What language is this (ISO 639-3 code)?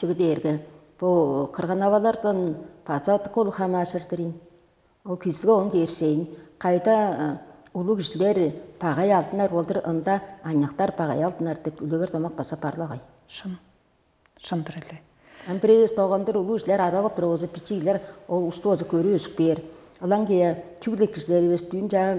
tyv